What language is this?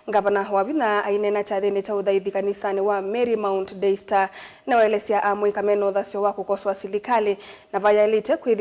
Kamba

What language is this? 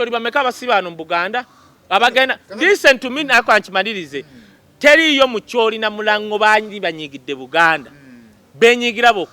Ganda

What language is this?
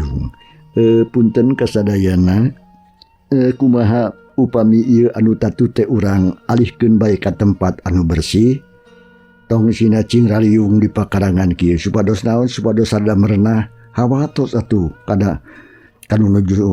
Sundanese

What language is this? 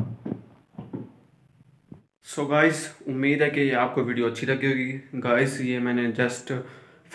Hindi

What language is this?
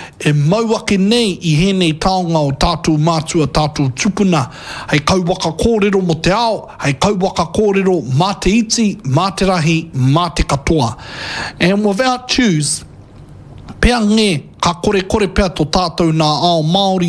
Māori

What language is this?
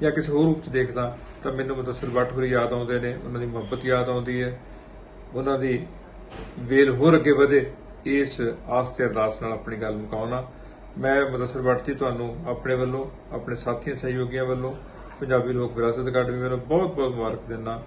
Western Panjabi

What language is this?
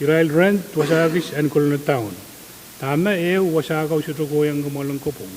Pohnpeian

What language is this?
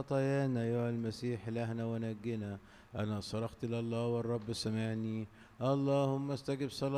Egyptian Arabic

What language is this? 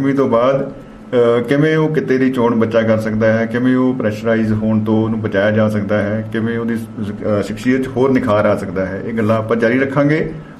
Punjabi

